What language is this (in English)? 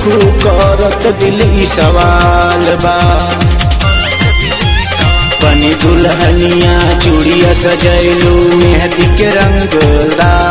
Bhojpuri